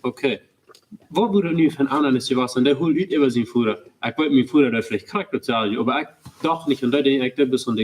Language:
Plautdietsch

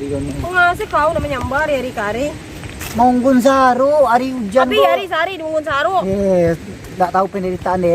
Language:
Minangkabau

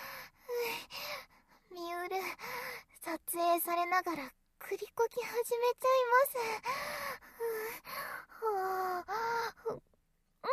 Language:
Japanese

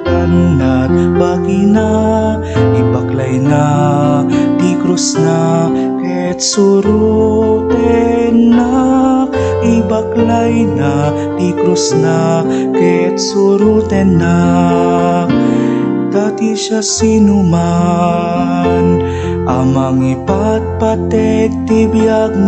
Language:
Iloko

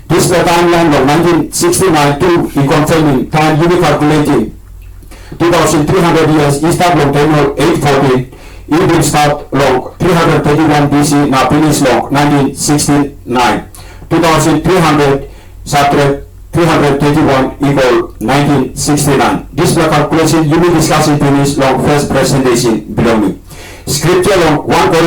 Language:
Tok Pisin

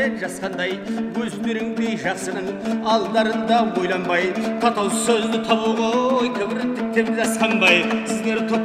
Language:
Kazakh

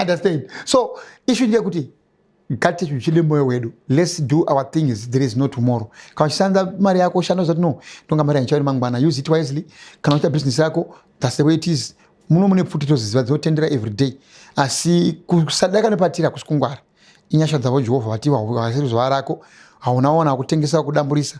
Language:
Shona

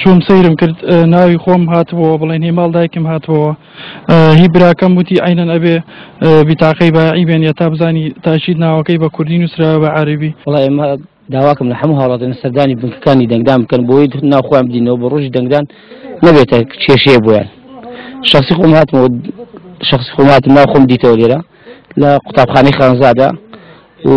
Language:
Central Kurdish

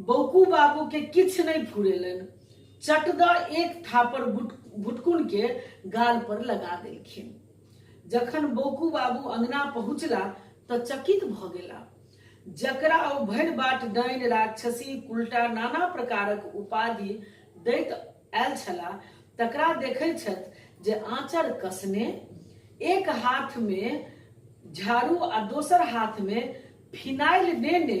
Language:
Maithili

